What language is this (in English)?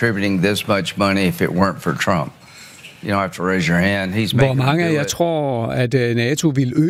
Danish